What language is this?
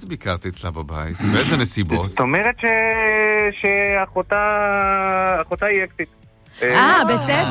Hebrew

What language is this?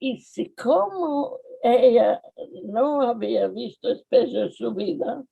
Ladino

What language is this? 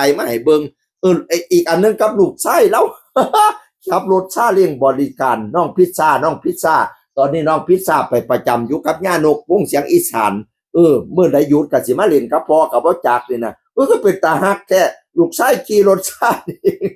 Northeastern Thai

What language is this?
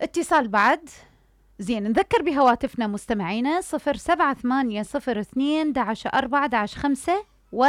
Mesopotamian Arabic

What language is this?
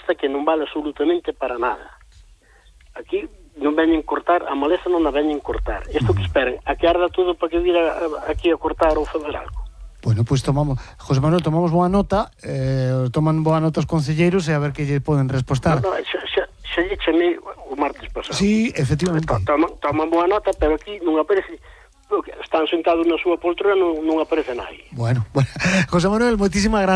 Galician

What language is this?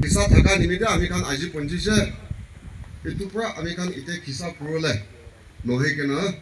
Naga Pidgin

